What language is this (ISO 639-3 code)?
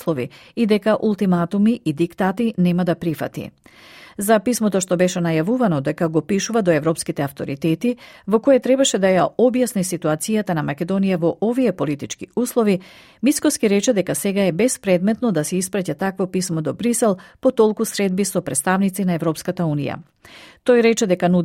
mkd